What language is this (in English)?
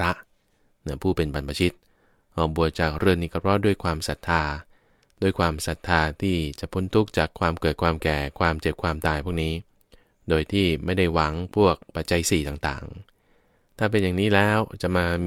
Thai